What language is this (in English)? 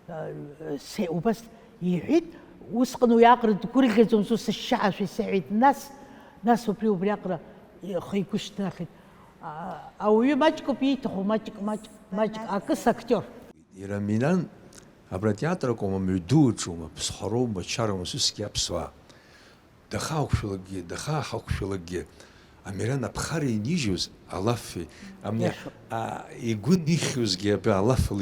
Abkhazian